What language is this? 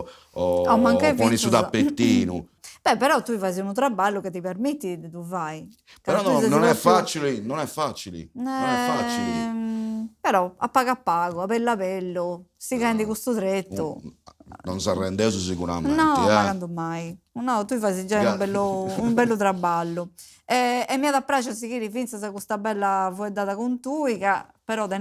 Sardinian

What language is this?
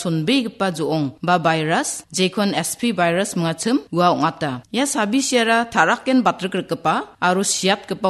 Garo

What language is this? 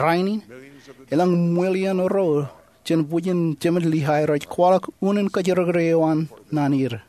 Marshallese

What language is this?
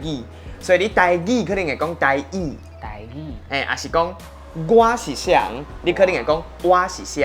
Min Nan Chinese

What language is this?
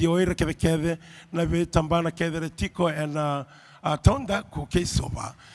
Fijian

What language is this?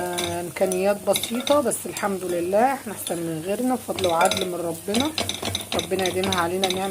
Egyptian Arabic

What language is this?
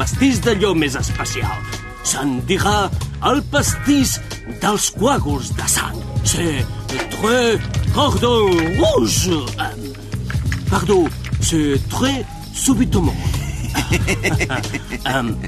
Catalan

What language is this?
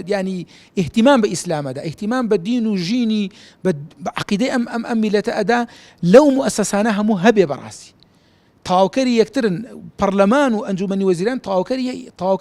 Central Kurdish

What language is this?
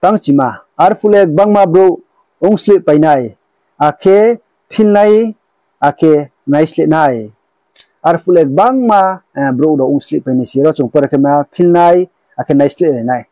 Riang (India)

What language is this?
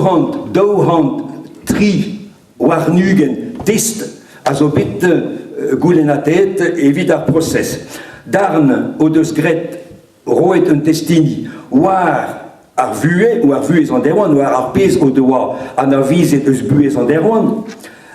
Breton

